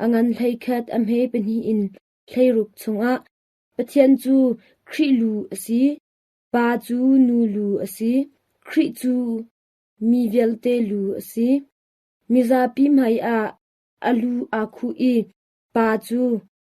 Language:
Hakha Chin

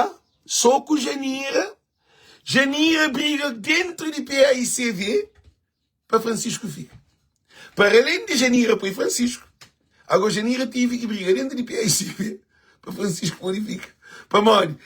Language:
Kabuverdianu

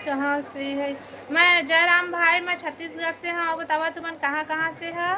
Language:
Chhattisgarhi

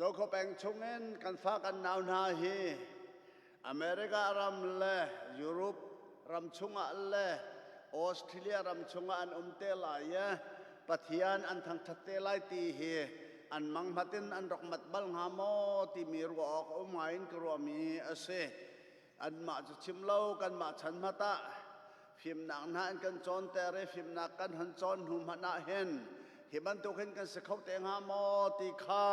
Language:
Hakha Chin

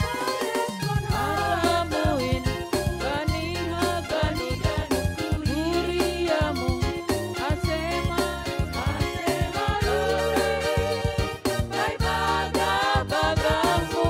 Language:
Batak Simalungun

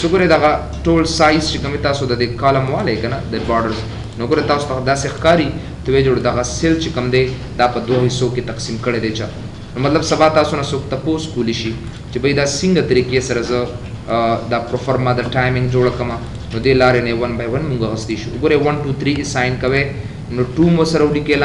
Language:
Pashto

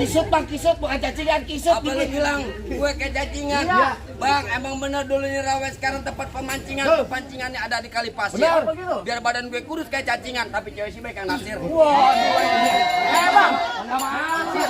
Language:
Betawi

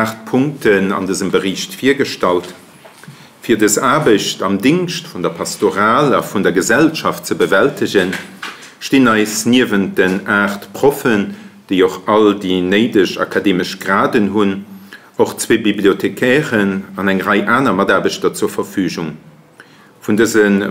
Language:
Luxembourgish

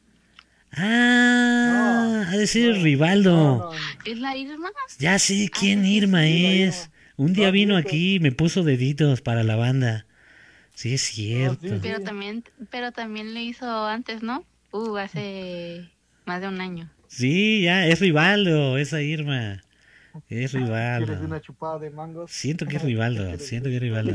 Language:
Spanish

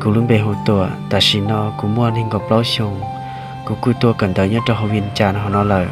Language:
Hmong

